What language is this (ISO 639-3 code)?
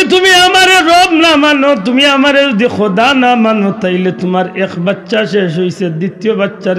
syl